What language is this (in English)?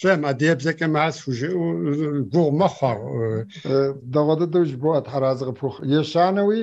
Kabardian